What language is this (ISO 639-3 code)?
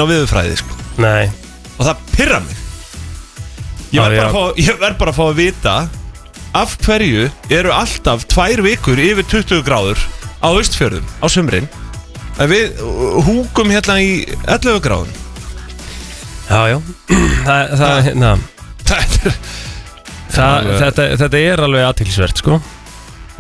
isl